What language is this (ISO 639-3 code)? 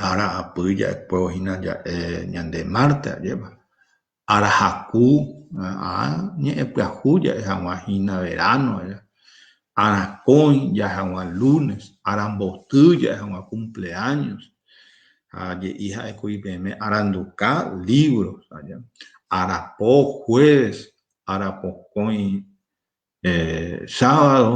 grn